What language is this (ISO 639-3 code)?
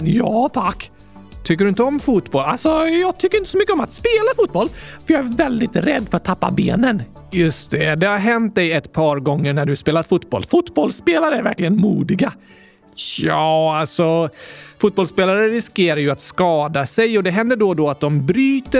swe